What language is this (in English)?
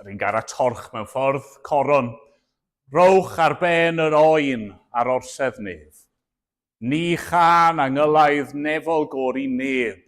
Welsh